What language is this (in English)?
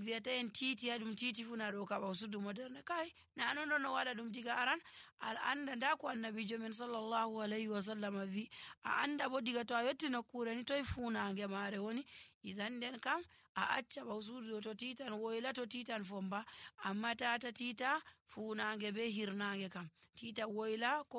Nigerian Fulfulde